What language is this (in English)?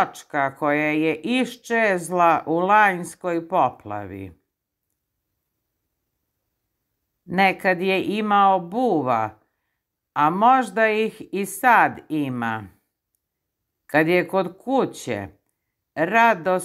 Croatian